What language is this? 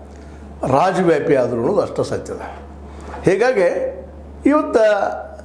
Kannada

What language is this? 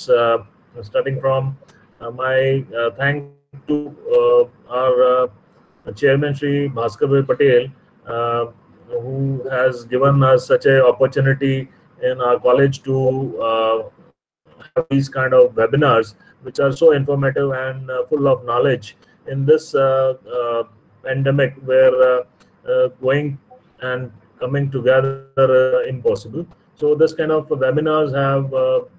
English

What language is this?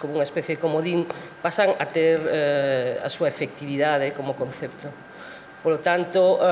Galician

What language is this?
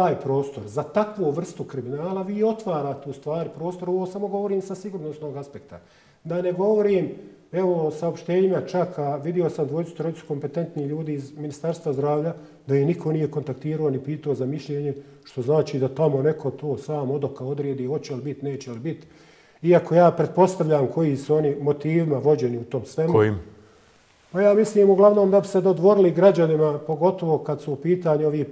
Bosnian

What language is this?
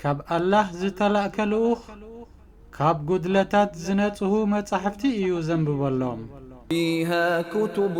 Tigrinya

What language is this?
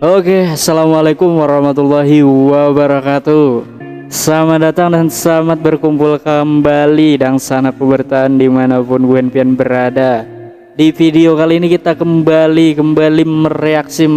Banjar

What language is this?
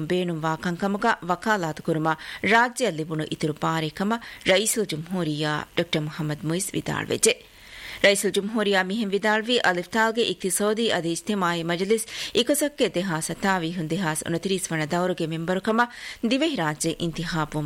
Divehi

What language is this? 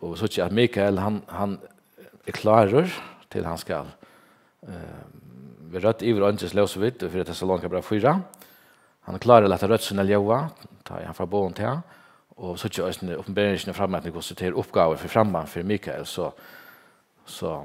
Faroese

